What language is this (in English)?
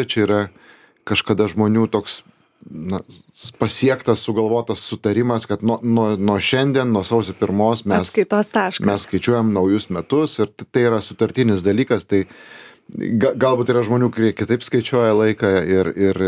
Lithuanian